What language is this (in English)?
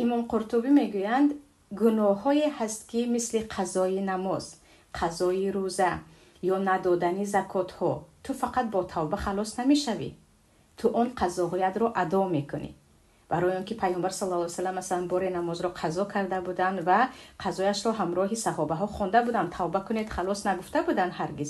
Tajik